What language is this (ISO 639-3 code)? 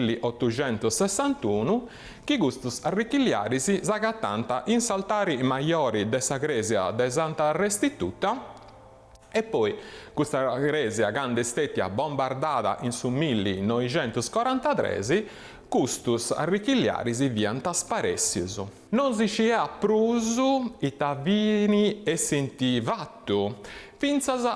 srd